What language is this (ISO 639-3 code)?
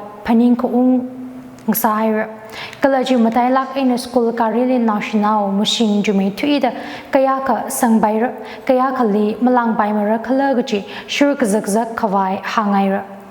nmf